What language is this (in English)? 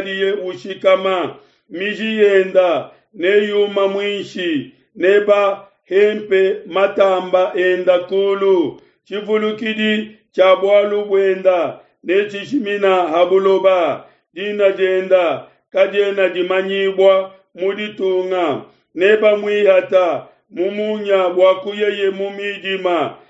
Luba-Lulua